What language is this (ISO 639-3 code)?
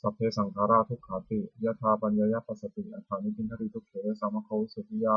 pli